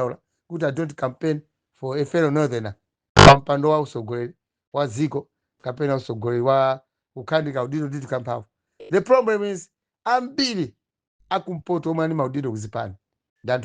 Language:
Nyanja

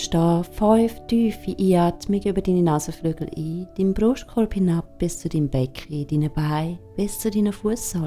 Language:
Swiss German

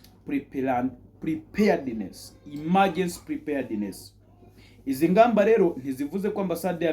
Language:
Kinyarwanda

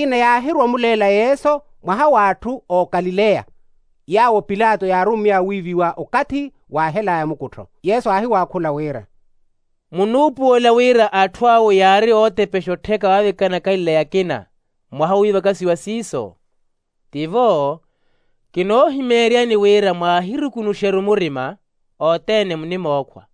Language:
Makhuwa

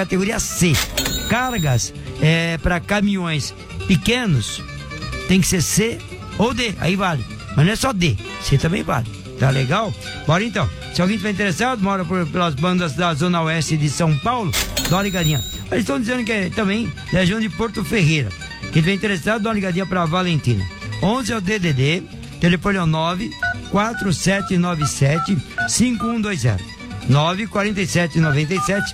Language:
Portuguese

